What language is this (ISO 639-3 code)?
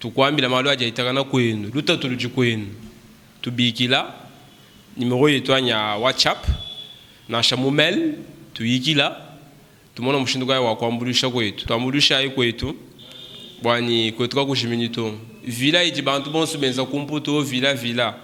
lua